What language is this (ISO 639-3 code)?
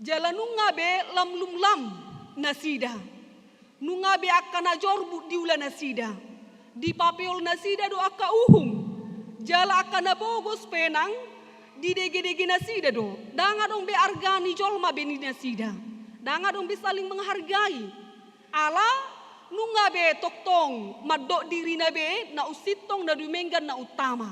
bbc